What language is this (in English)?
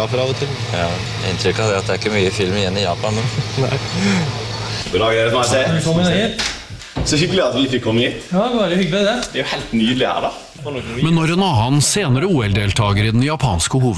Norwegian